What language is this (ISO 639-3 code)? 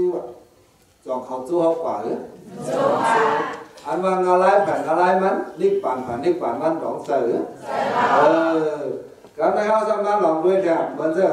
shn